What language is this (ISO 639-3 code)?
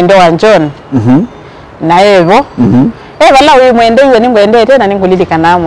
kam